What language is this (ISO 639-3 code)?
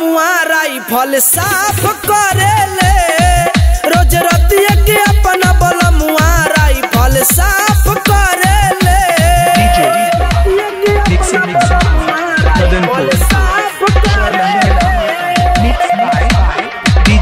bho